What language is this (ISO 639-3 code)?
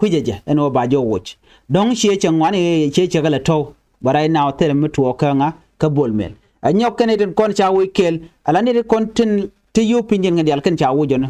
nus